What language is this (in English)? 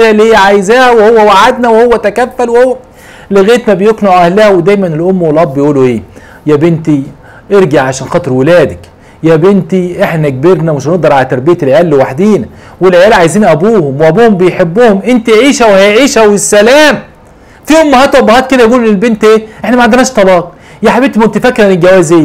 Egyptian Arabic